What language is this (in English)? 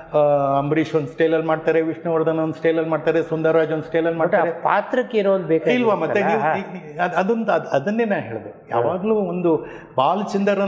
Kannada